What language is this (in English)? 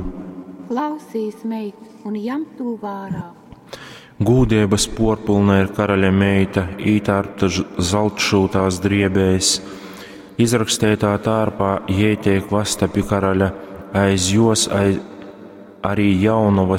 Latgalian